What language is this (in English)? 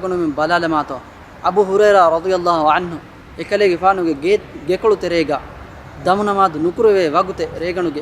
Divehi